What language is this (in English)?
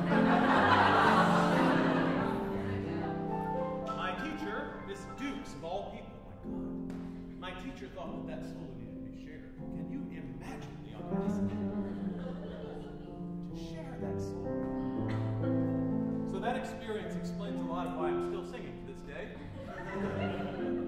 English